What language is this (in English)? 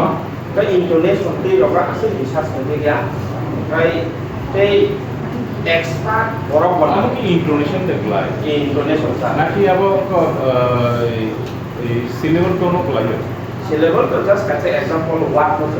Kok Borok